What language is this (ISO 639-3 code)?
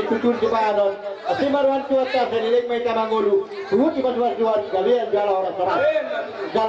bbc